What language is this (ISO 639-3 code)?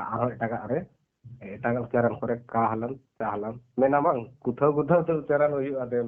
sat